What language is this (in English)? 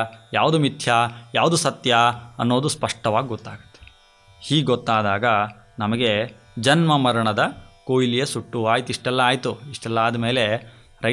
Kannada